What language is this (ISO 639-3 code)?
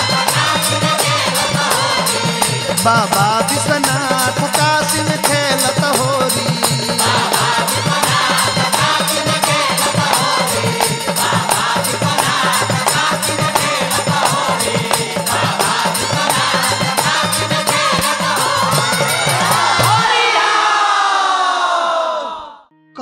bho